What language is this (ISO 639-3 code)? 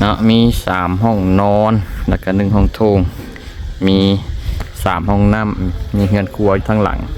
lao